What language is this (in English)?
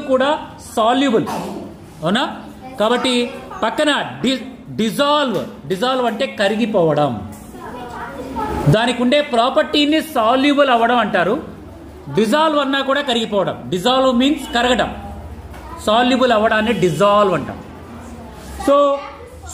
Telugu